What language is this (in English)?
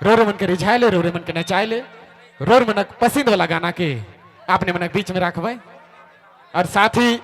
Sadri